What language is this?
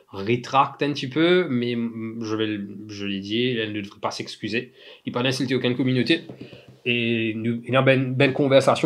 Morisyen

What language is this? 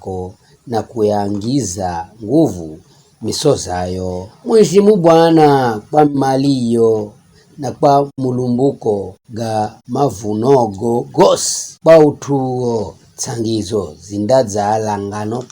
Giryama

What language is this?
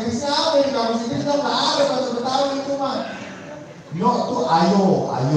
Betawi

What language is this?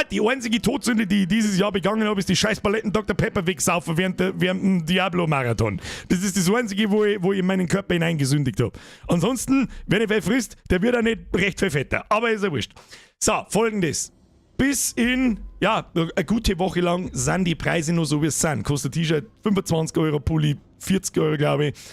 Bavarian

